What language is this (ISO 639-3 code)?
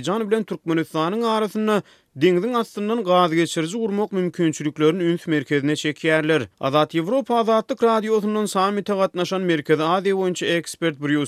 tuk